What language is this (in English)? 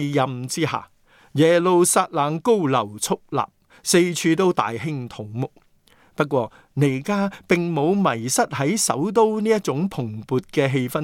Cantonese